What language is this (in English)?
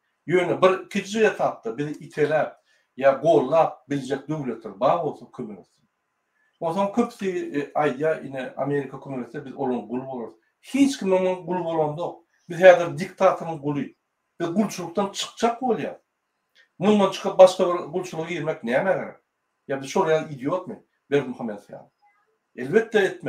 Turkmen